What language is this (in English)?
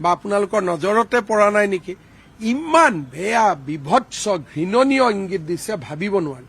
Assamese